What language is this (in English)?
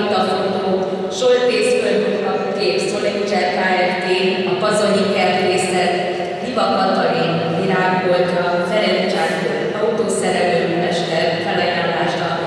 Hungarian